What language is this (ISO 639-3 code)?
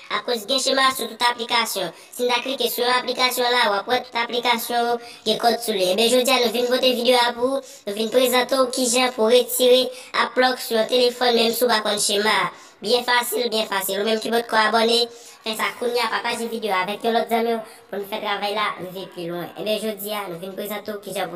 hat